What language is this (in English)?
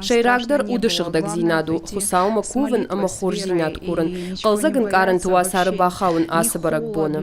Ossetic